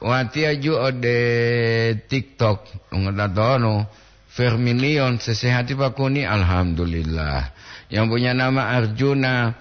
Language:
Gorontalo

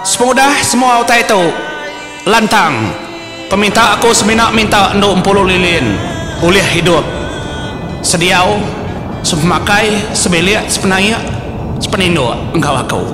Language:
Iban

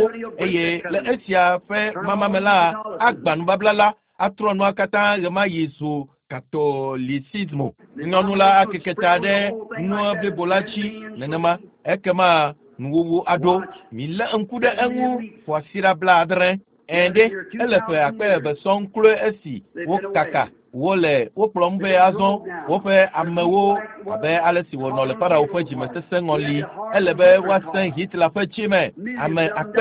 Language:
Ewe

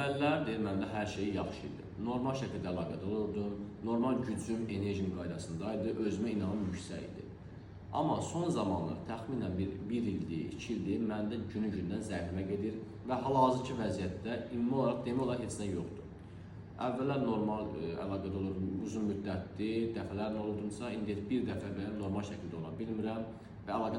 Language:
Azerbaijani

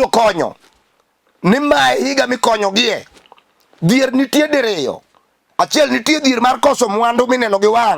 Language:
Luo (Kenya and Tanzania)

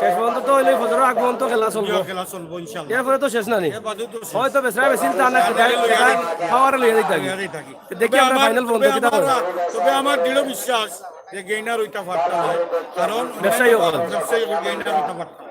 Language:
Sylheti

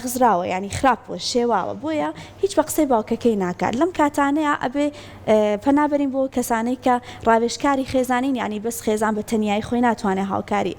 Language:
Central Kurdish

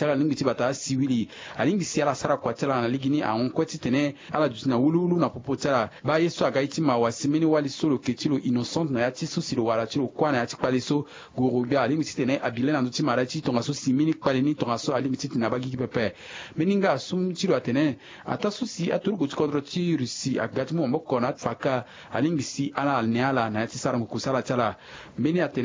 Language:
Sango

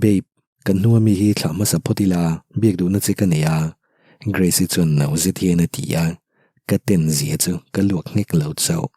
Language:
Mizo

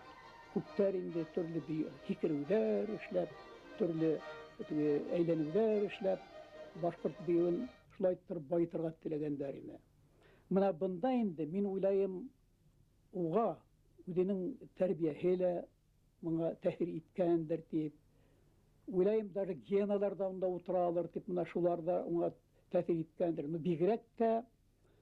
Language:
Bashkir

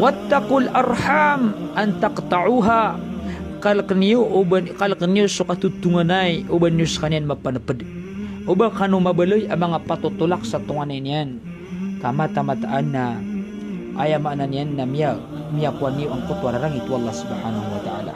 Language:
Maranao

